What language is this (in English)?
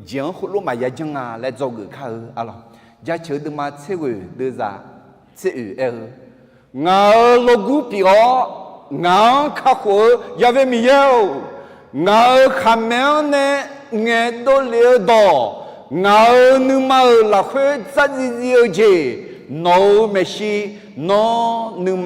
Akha